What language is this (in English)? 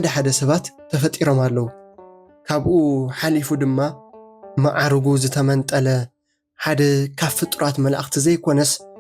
Tigrinya